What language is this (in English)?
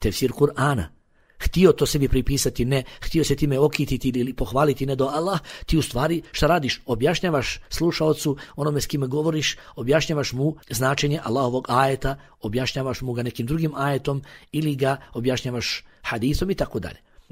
Bosnian